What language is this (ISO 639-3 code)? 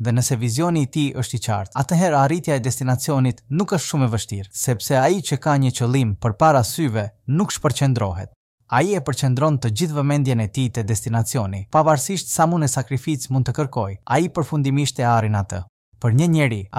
sqi